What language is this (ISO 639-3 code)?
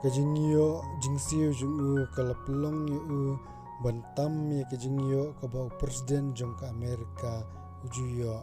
kha